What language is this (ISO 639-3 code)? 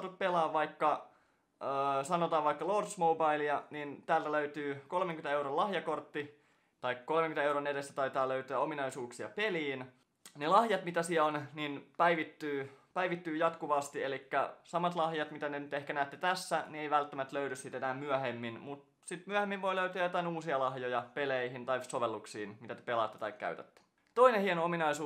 fin